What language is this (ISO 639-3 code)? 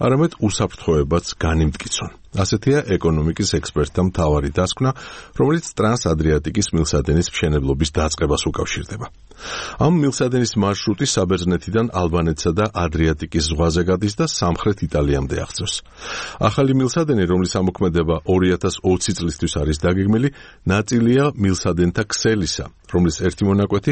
kat